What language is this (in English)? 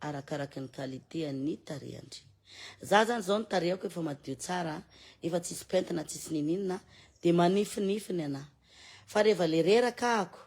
Malagasy